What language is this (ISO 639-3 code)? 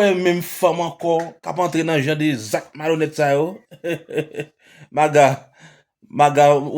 hat